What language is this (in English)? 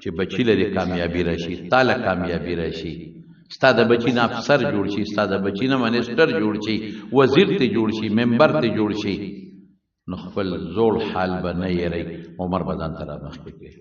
Pashto